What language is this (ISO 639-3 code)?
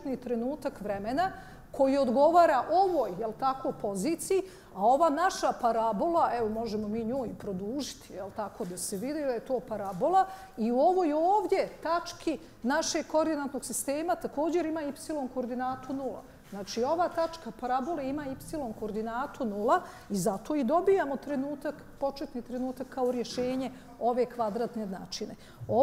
bos